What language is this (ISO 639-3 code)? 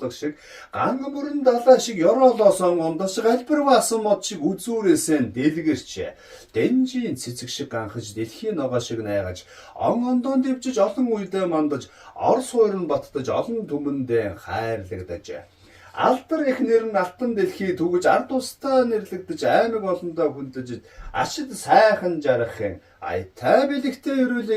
mon